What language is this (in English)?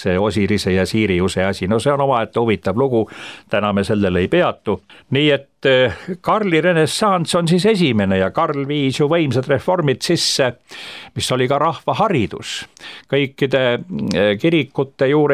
Estonian